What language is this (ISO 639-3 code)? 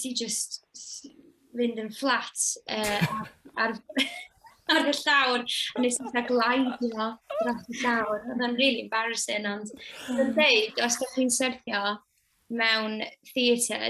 cym